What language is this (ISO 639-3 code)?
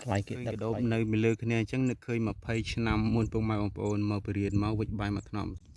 khm